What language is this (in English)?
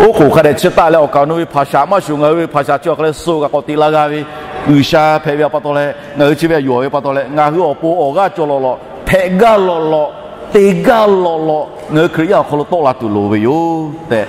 Lahu